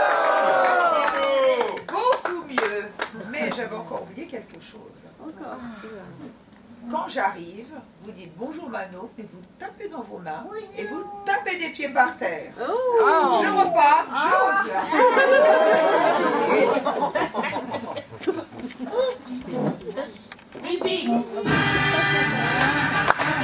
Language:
French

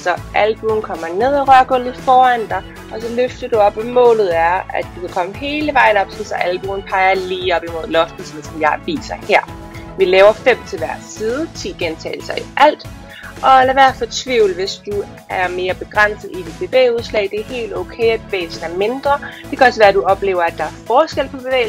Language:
Danish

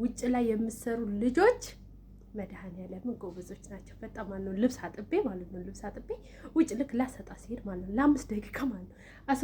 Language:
Amharic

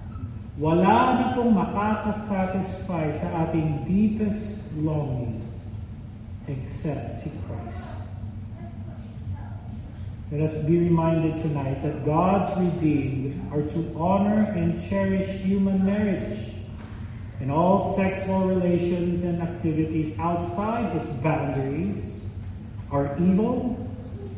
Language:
Filipino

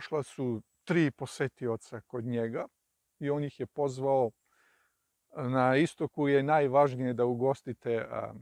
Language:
Serbian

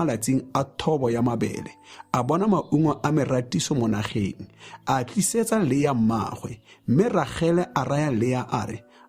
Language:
Tswana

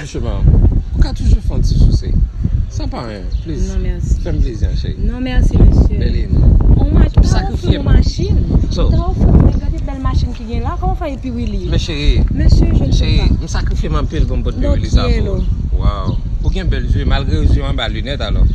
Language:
Haitian Creole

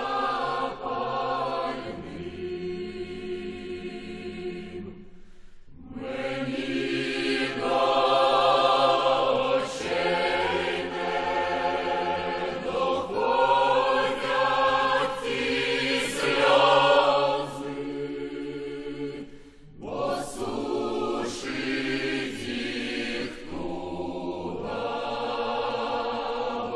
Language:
Ukrainian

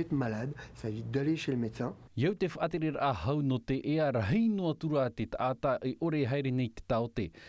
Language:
Tahitian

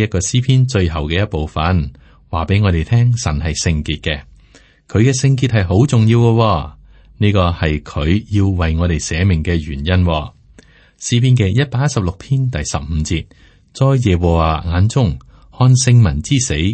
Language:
Cantonese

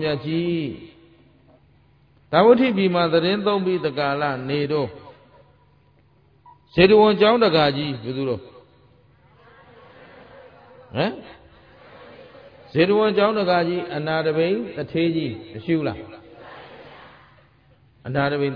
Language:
Burmese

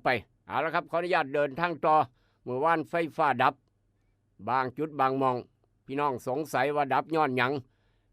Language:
Northeastern Thai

